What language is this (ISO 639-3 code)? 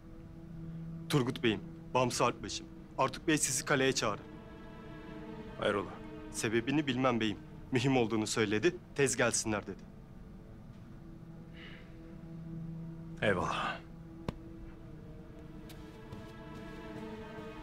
tur